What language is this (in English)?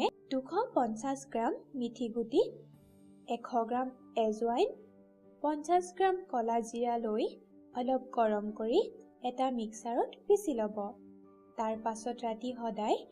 Assamese